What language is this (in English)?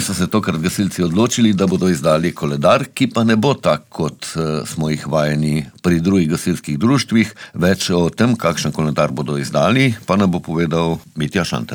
Slovenian